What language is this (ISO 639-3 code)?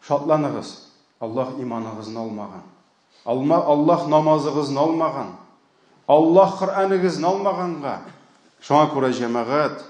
tat